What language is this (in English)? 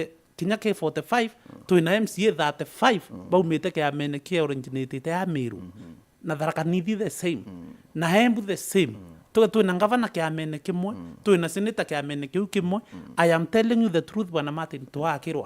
Meru